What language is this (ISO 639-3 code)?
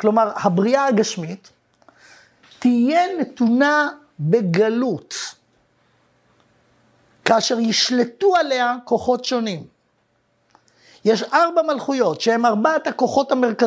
heb